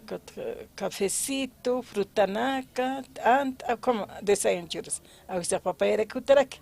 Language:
Aymara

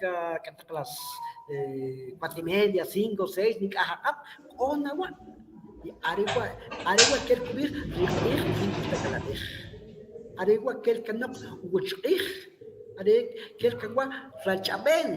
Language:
Kʼicheʼ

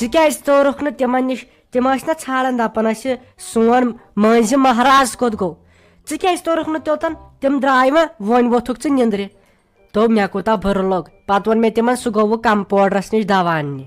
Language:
Kashmiri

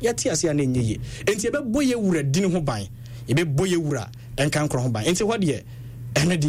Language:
Akan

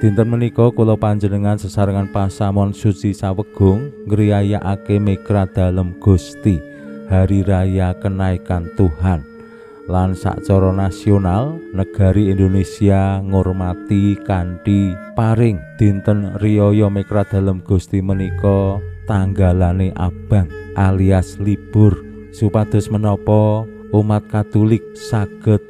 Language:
Javanese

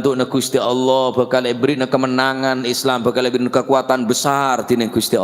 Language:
Madurese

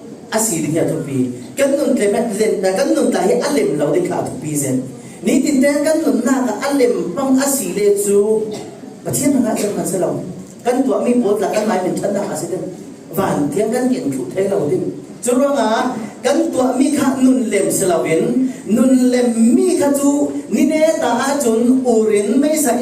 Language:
Falam Chin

